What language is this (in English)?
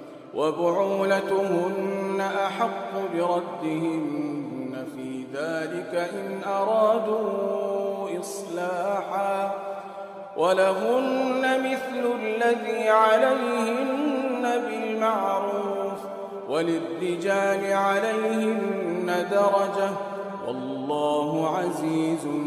Arabic